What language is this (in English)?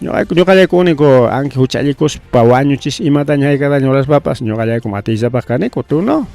Ayacucho Quechua